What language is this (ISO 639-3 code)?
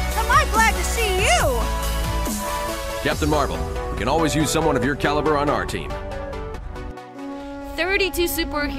eng